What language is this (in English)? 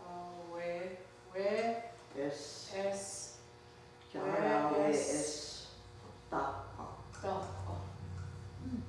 Mohawk